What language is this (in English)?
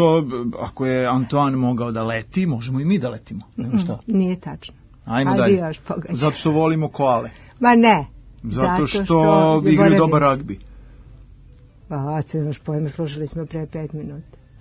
Serbian